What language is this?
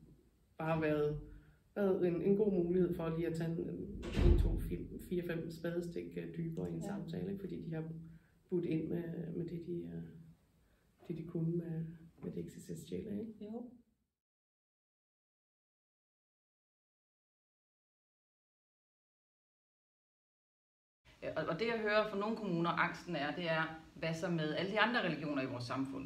Danish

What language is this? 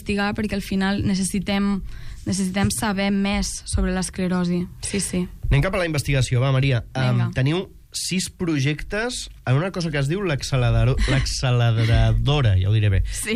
Catalan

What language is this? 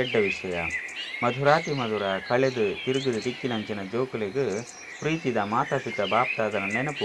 Tulu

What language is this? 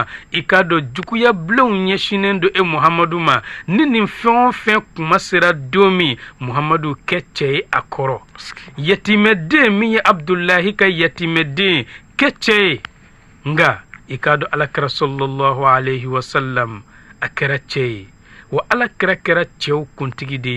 Bambara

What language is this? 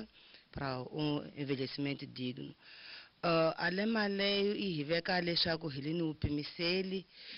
Tsonga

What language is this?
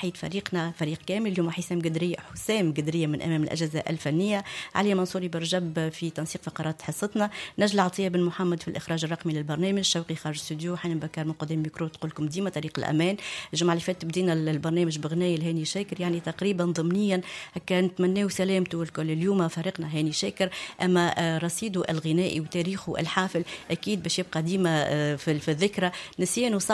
Tunisian Arabic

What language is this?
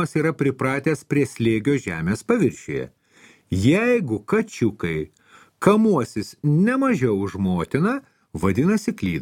Lithuanian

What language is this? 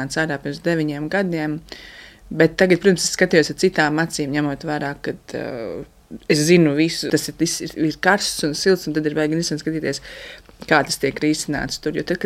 Latvian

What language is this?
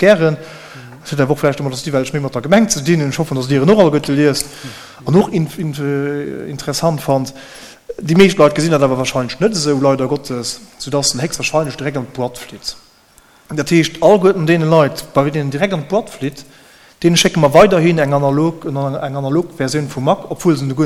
Luxembourgish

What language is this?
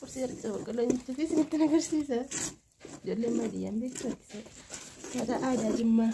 Oromo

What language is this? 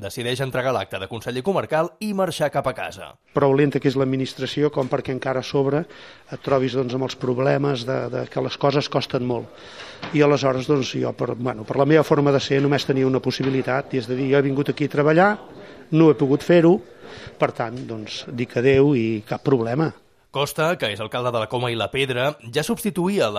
Catalan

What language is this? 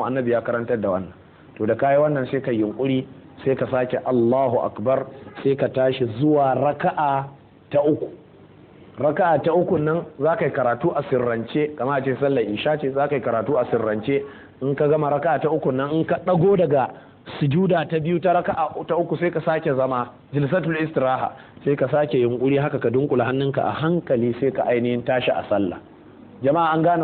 Hausa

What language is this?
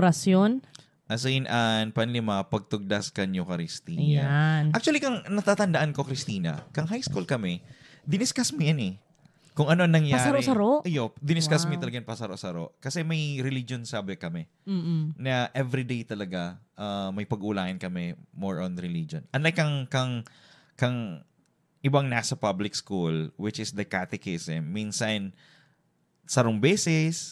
Bikol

